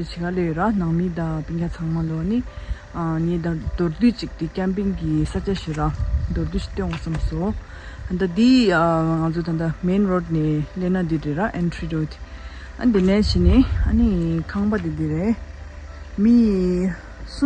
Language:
Tibetan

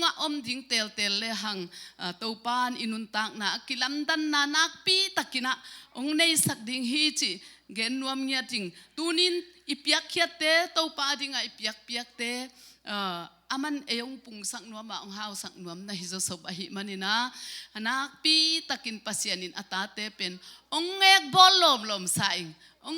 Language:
Tedim Chin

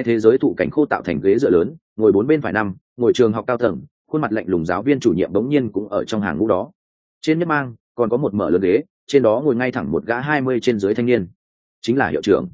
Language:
Vietnamese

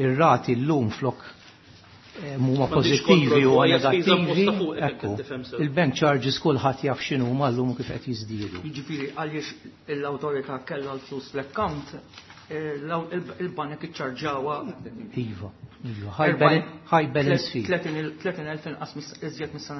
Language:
Maltese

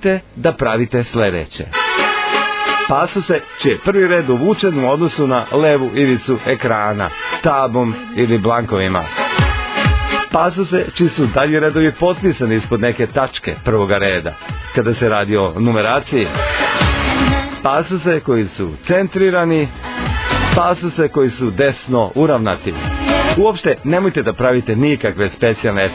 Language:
Serbian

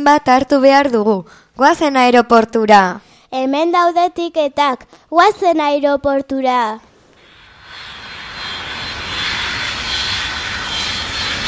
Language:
Basque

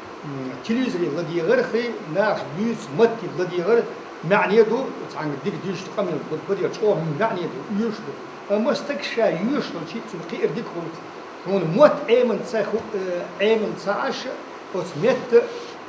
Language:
Chechen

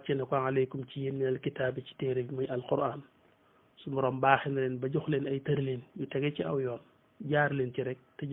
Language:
Wolof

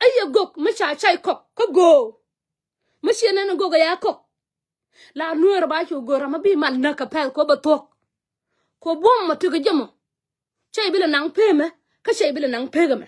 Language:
Nuer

